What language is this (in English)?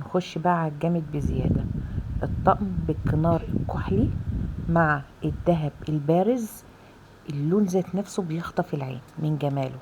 Egyptian Arabic